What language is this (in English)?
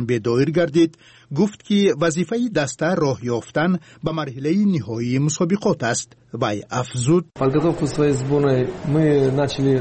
Tajik